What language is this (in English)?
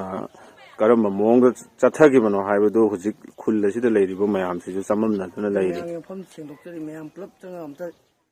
Manipuri